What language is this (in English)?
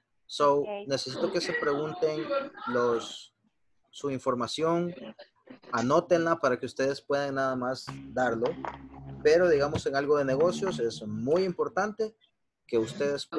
Spanish